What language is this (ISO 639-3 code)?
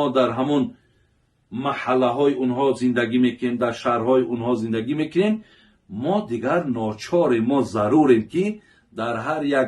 tgk